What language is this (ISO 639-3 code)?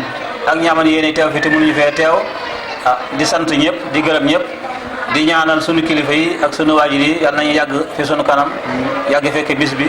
wol